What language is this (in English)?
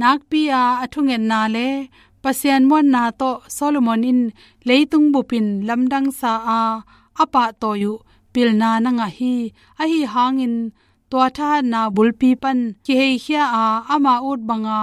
Tedim Chin